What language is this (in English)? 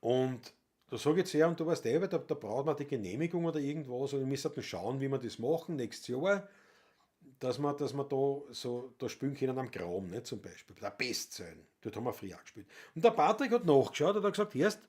Bavarian